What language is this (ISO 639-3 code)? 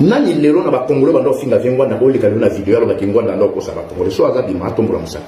lin